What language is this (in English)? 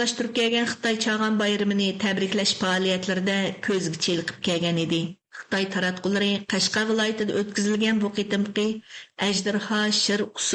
Uyghur